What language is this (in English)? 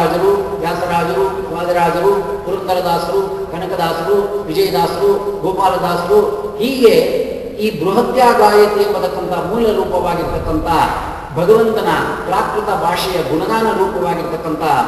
Kannada